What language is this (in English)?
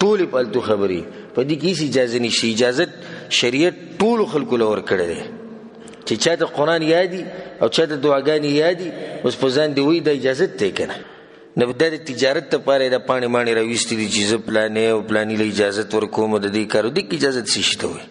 Pashto